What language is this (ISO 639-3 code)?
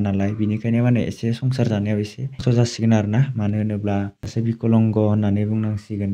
brx